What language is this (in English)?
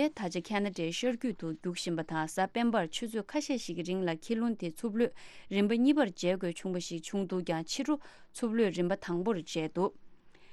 Tibetan